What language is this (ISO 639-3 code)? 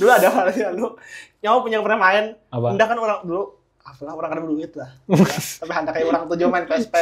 bjn